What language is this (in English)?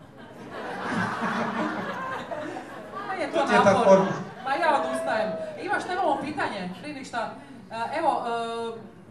Croatian